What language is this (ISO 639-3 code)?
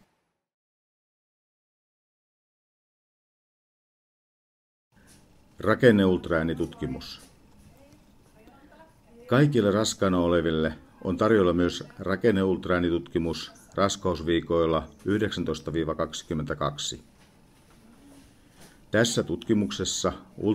fin